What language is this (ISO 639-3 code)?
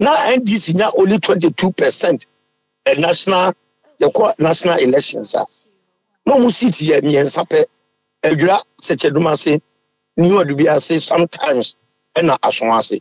aka